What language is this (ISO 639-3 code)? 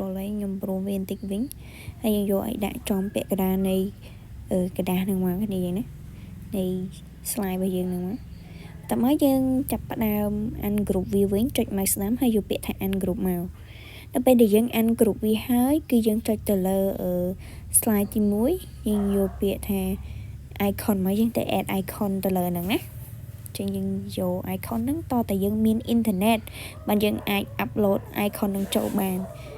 khm